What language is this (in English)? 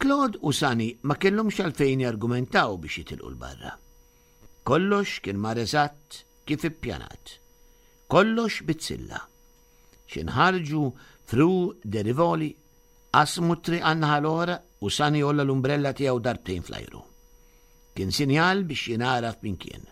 Maltese